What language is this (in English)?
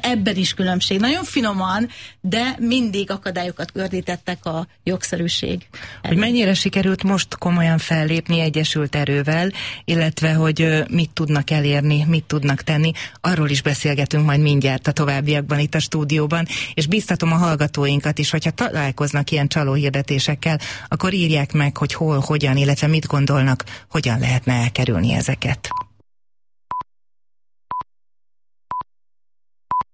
Hungarian